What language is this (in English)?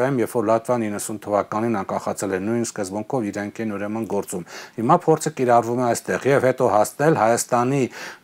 Armenian